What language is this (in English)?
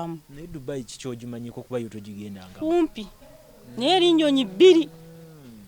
Ganda